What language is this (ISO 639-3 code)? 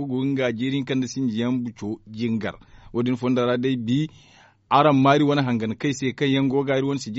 dje